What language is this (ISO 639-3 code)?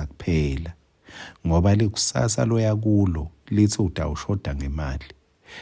ssw